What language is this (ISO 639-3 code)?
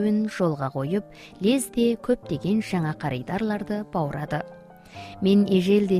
kaz